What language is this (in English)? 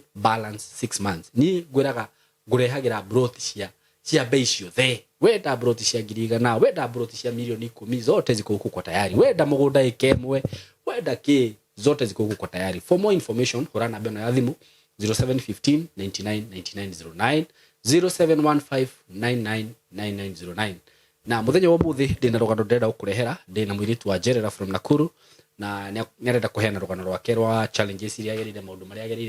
Kikuyu